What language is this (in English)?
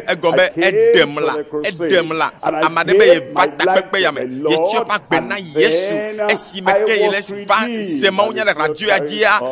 Ewe